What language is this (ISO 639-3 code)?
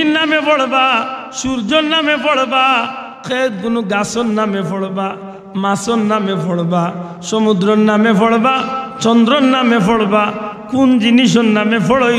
syl